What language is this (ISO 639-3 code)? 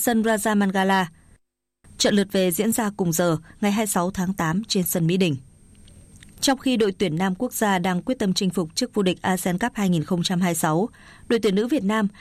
vie